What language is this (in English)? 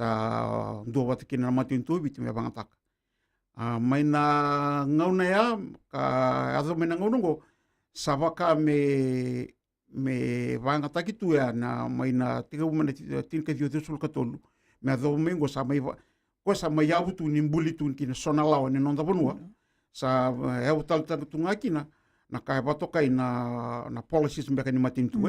Fijian